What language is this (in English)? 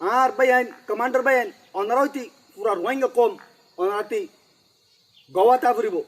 Rohingya